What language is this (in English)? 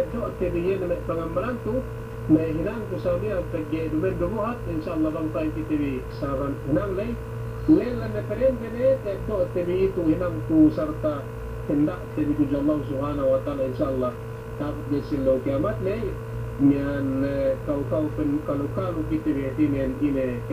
Yakan